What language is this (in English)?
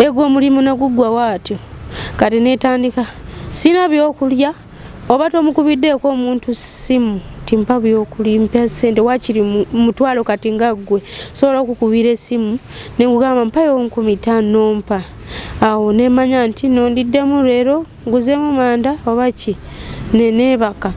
Ganda